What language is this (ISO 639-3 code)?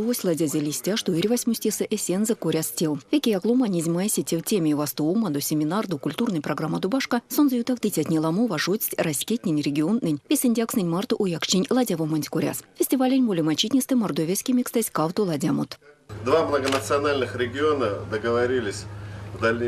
myv